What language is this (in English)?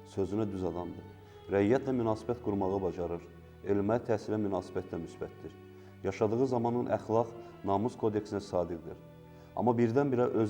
Azerbaijani